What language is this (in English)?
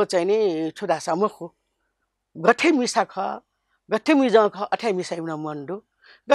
Newari